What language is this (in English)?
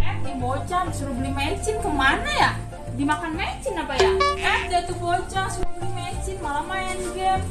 Betawi